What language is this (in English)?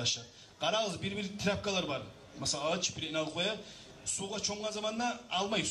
Kumyk